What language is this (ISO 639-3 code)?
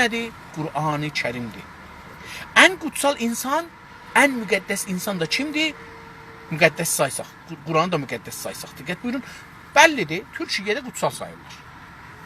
azb